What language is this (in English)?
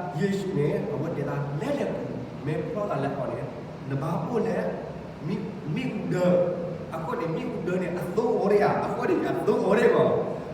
S'gaw Karen